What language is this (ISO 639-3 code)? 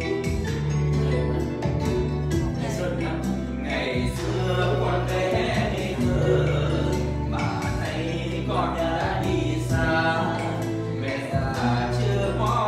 vie